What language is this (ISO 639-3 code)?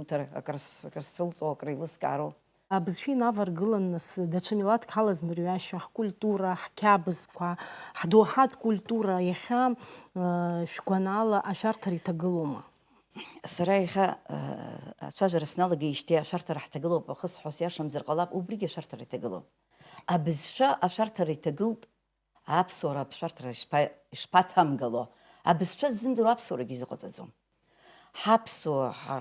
abk